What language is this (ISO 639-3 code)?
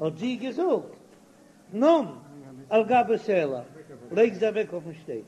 yid